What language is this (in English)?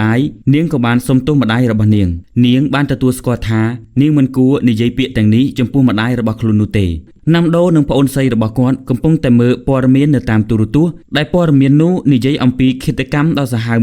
Khmer